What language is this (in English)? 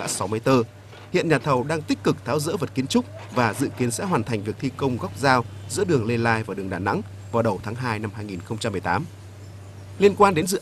Vietnamese